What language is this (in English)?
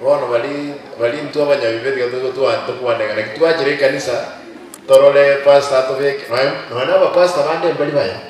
Gusii